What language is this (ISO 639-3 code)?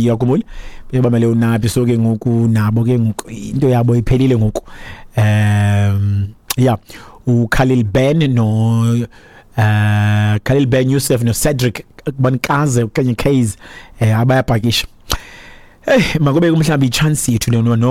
xho